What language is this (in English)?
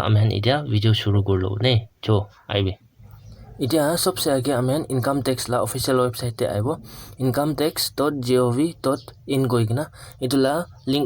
Naga Pidgin